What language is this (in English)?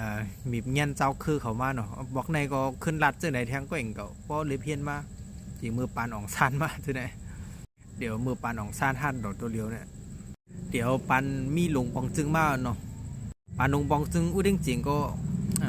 Shan